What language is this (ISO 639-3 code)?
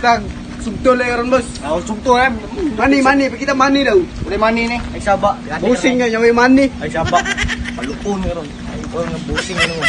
ceb